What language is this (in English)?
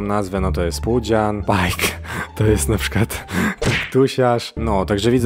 Polish